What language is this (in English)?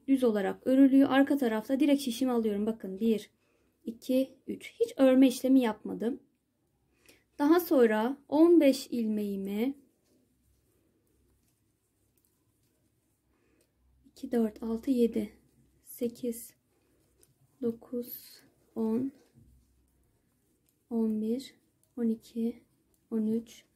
Turkish